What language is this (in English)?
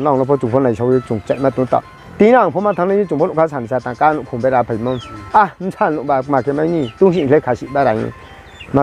Riang (India)